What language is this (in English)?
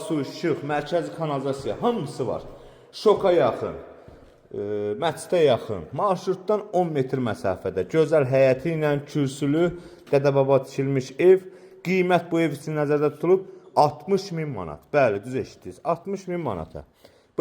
Azerbaijani